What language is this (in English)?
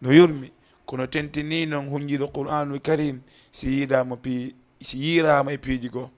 Fula